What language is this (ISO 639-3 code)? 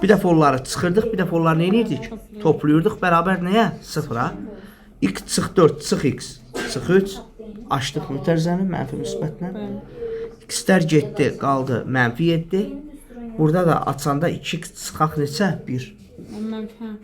aze